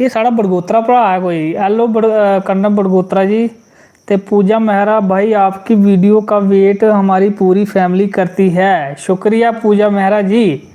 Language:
Dogri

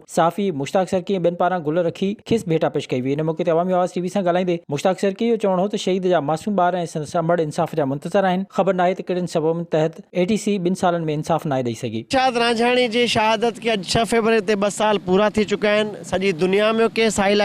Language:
Sindhi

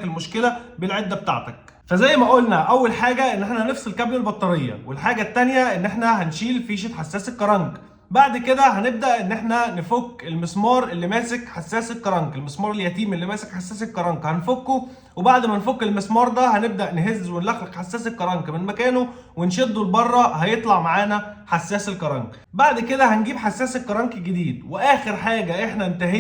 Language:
Egyptian Arabic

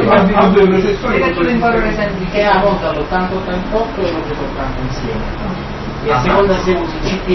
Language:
Italian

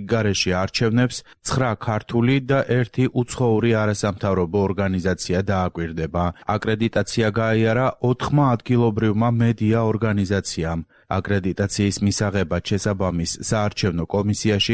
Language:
Georgian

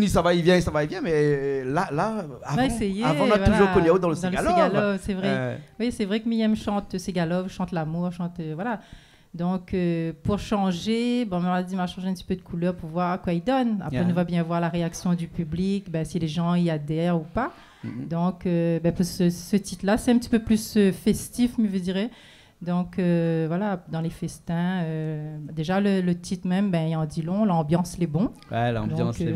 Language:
Réunion Creole French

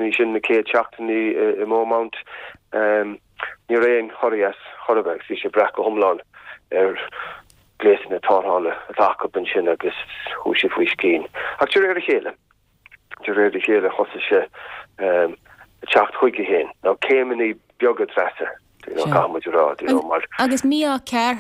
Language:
Irish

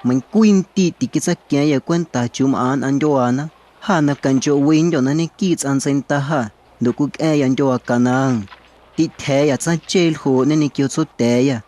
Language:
Guerrero Amuzgo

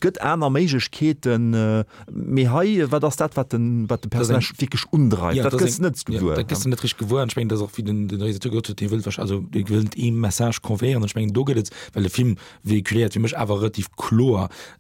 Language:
Luxembourgish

